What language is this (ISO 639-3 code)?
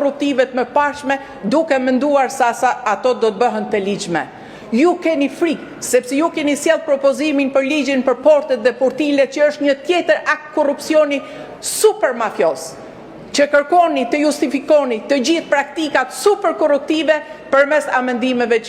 sqi